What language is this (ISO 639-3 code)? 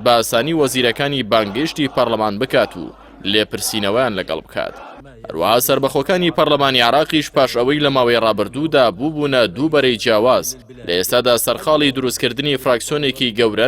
ckb